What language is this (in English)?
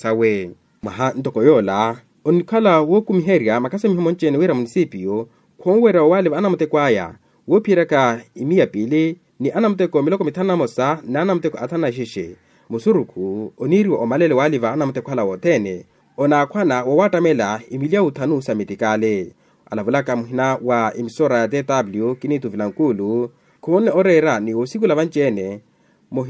Makhuwa